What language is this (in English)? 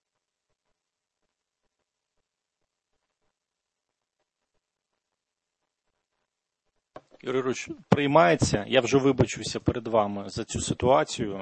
Ukrainian